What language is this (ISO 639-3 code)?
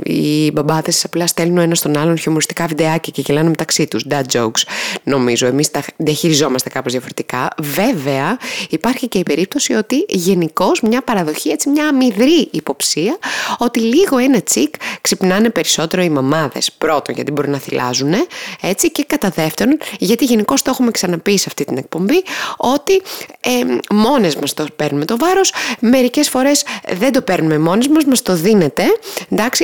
ell